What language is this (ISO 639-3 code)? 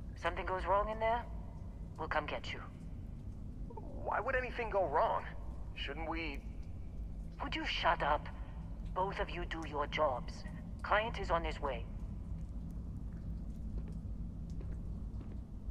eng